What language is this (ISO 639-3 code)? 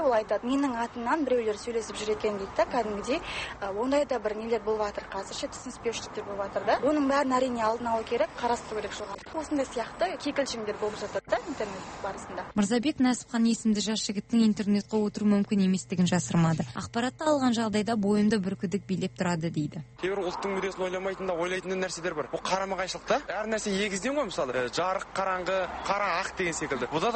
kaz